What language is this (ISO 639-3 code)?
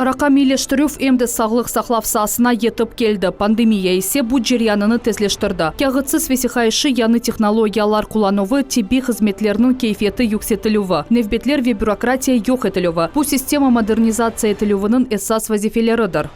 crh